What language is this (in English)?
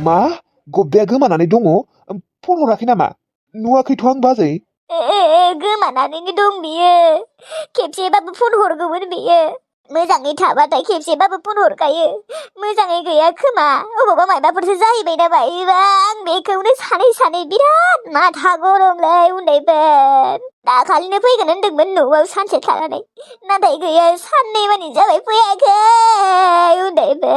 Bodo